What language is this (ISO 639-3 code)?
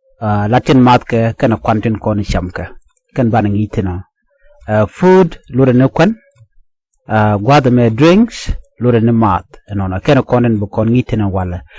nus